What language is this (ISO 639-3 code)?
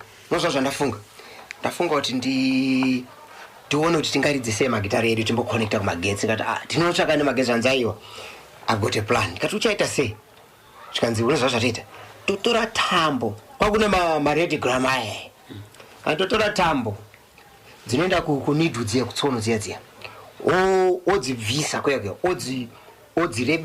sna